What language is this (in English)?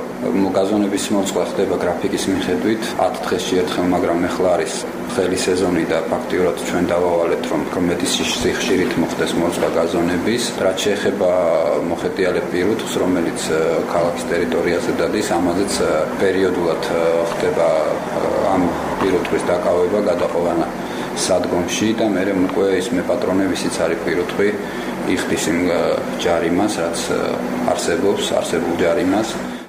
Georgian